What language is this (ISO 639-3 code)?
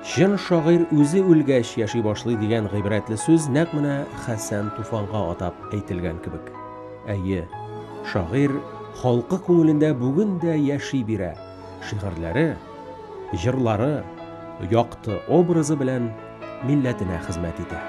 tat